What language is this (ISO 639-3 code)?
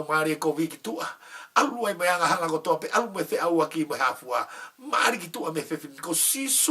ton